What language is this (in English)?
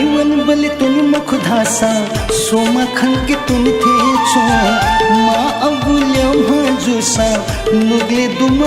Newari